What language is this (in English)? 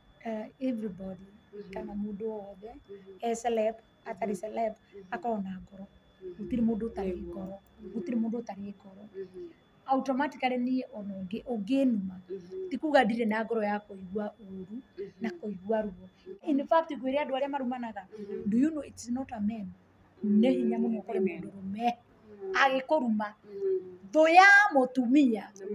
Kikuyu